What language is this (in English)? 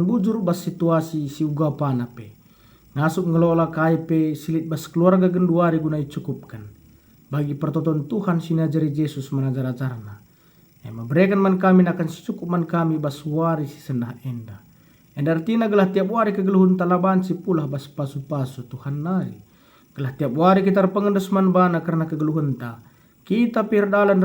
Batak Karo